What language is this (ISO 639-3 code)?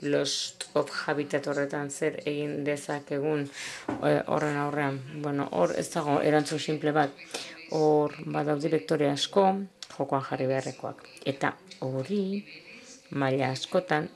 eus